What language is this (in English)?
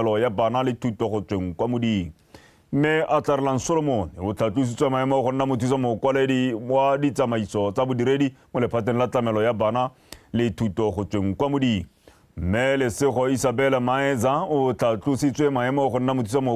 Tswana